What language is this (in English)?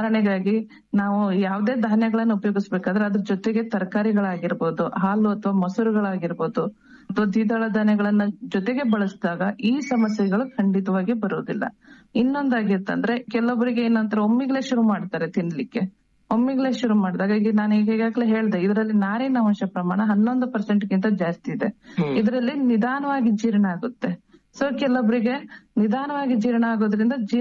Kannada